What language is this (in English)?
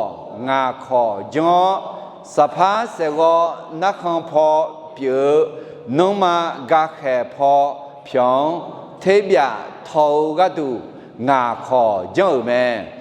Akha